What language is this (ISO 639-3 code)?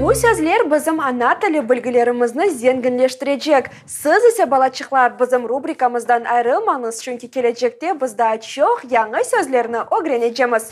crh